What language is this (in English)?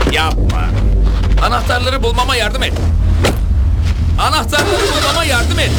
Turkish